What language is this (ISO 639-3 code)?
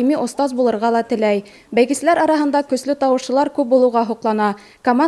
bak